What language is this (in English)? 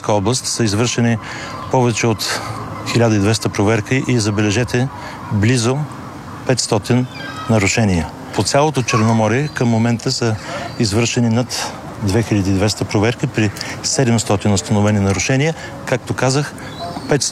Bulgarian